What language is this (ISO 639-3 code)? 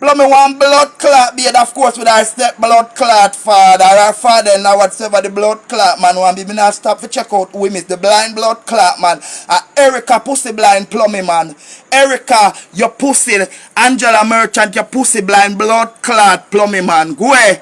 jam